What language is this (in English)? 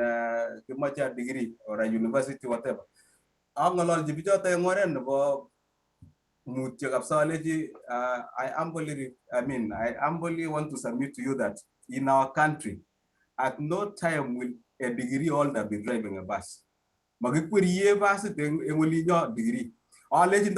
Kalenjin